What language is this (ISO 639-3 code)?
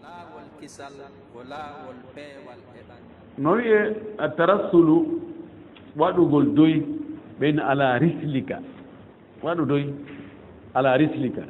ful